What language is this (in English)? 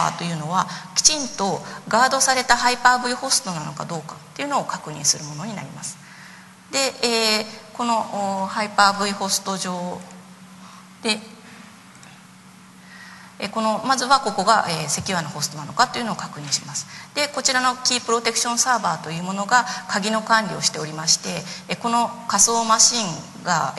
Japanese